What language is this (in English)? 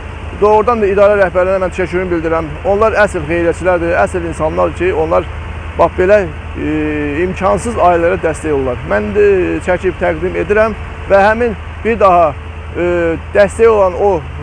Azerbaijani